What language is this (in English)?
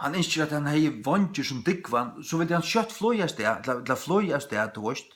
Faroese